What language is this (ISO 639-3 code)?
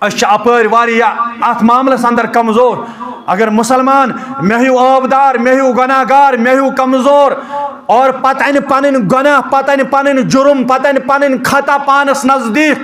kas